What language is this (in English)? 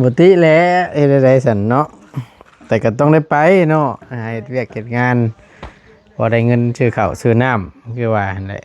Northeastern Thai